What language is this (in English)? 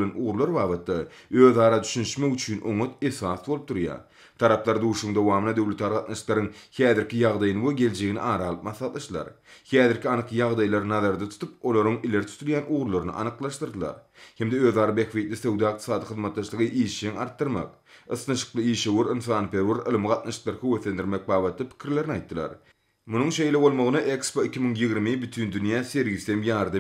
Turkmen